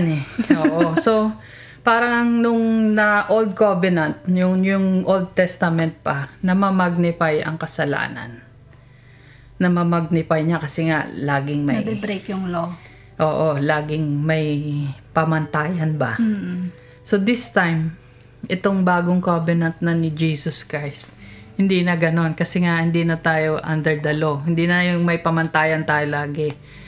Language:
Filipino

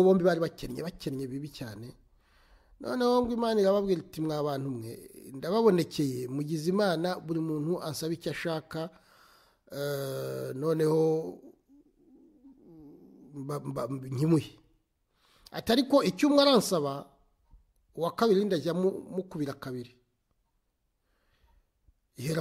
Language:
Kinyarwanda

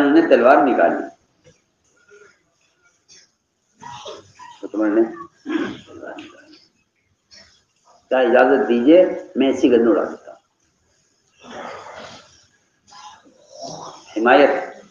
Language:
Urdu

